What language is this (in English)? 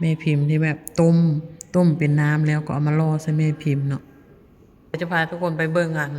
Lao